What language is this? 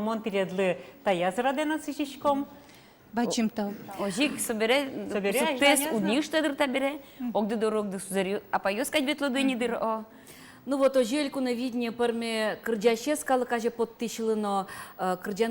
Udmurt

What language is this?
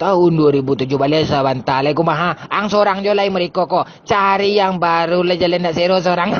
Minangkabau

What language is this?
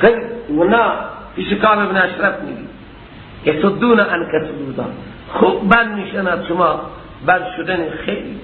Persian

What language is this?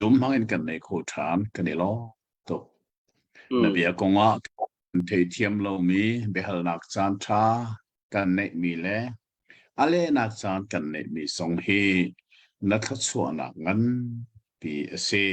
Hakha Chin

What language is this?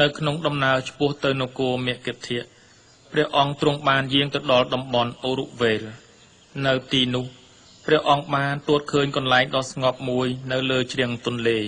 Khmer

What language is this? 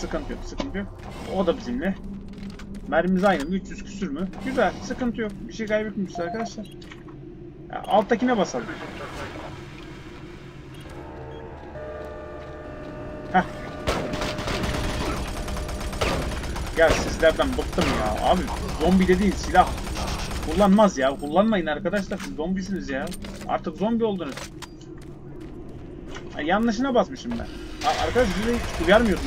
Turkish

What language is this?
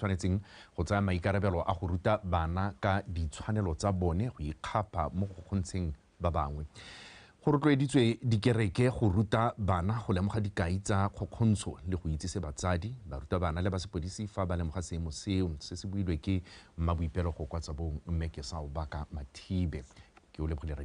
Tswana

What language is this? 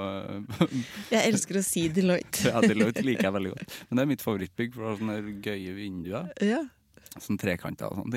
Norwegian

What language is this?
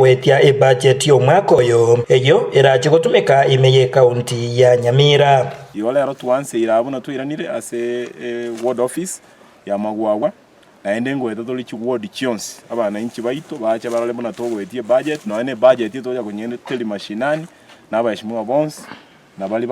Gusii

